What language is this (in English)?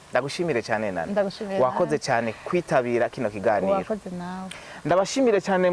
Rundi